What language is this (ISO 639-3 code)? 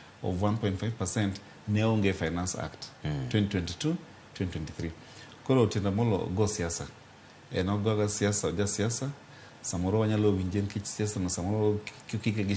luo